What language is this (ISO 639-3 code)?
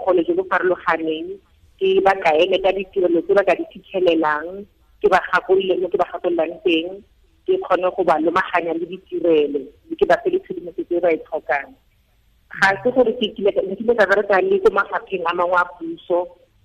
tsn